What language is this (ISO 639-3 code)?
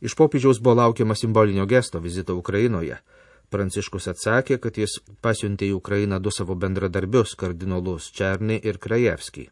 lit